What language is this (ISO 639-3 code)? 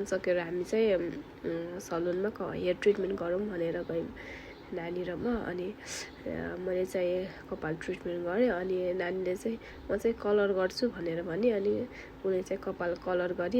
nep